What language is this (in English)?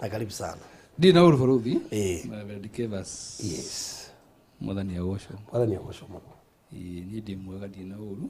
Kikuyu